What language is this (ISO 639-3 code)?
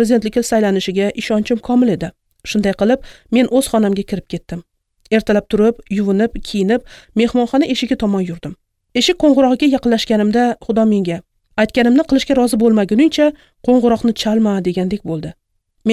uzb